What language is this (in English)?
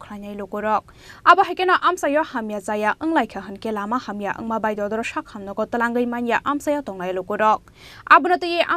Kok Borok